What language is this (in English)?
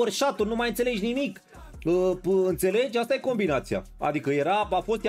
Romanian